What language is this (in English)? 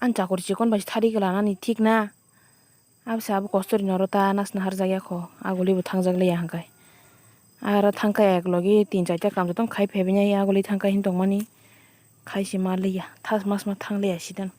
Kok Borok